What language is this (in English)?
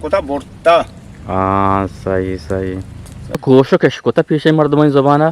Eastern Balochi